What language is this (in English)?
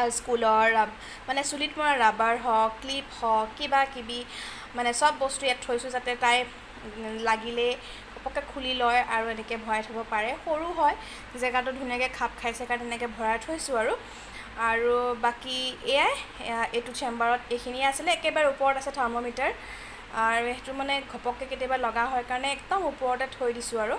Assamese